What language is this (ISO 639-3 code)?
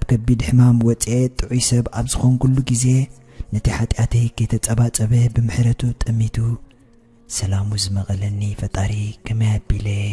tir